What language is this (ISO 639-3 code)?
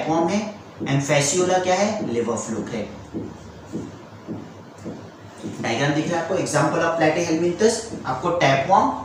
hin